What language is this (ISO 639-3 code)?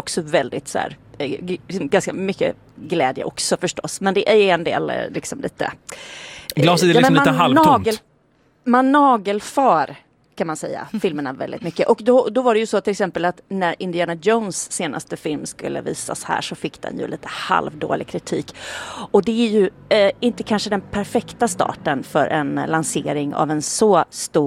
swe